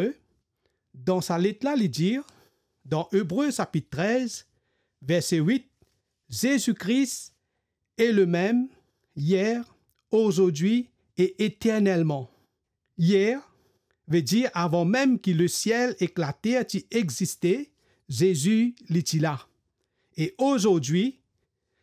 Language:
Morisyen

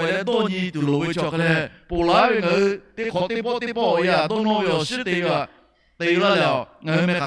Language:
Lahu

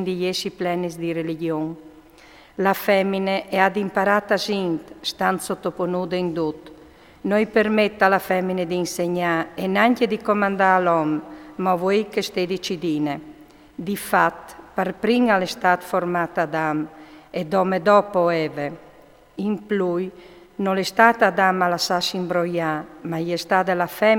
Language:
Friulian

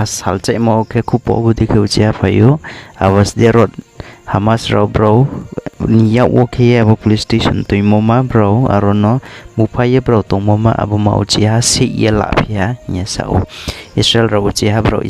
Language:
Riang (India)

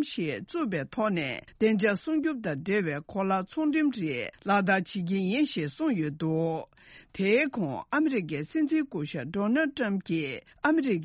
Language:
Tibetan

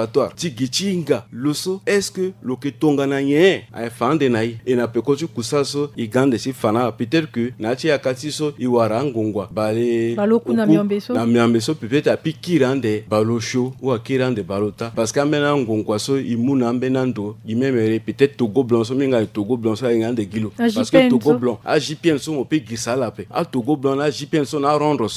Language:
Sango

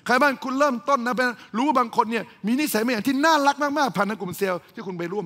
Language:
Thai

